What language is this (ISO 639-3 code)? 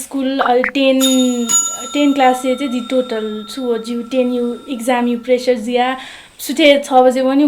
new